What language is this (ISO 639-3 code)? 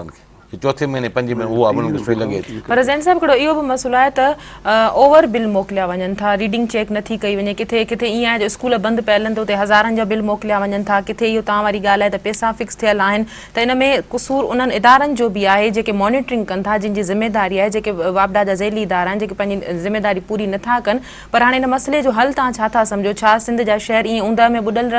snd